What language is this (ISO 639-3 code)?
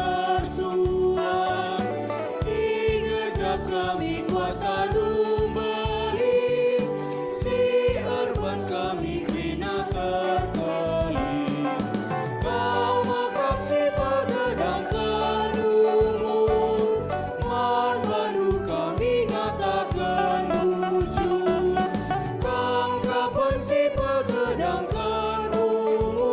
btx